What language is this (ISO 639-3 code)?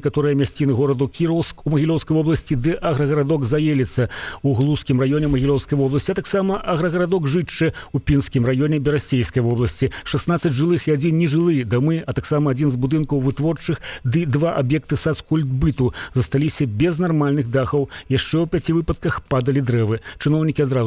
bel